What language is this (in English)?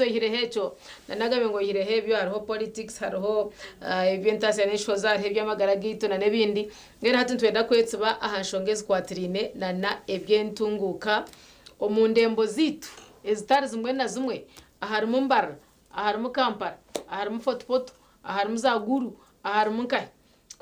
Nyankole